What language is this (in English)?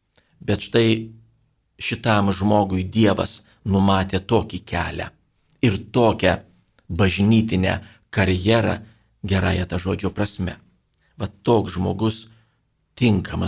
Lithuanian